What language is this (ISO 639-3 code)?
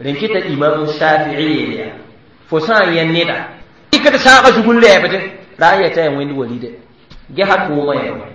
mos